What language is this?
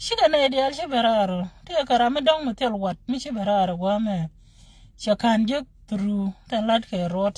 Nuer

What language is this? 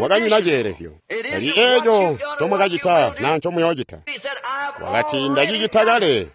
Tonga (Zambia)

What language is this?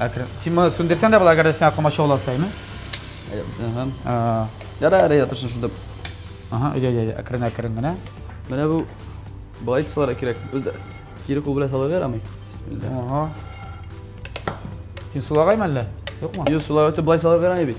Tatar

